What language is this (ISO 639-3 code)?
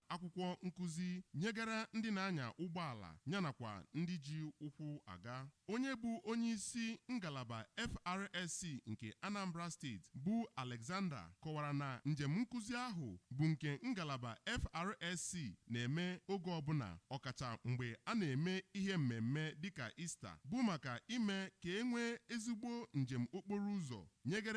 ibo